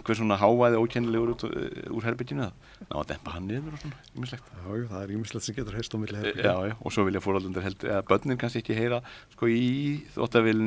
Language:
Icelandic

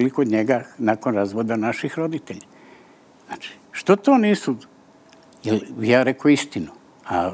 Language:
Serbian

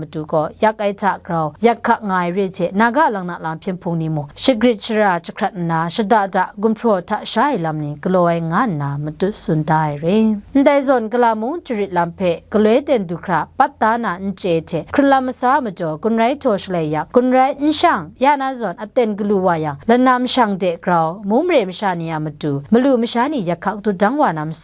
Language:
Kachin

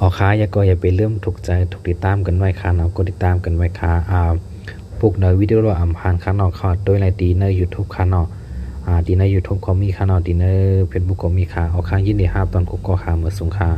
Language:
Shan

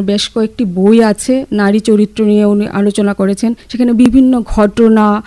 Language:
Bangla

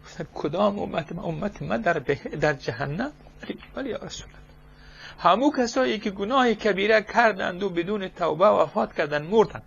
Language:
Tajik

